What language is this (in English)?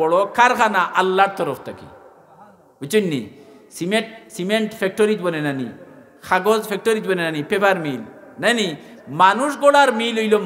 Sylheti